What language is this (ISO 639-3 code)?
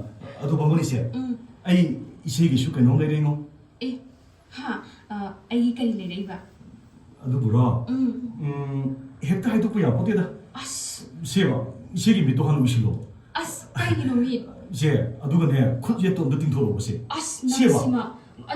mni